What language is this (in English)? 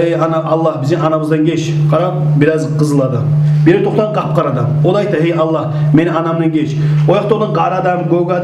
Kumyk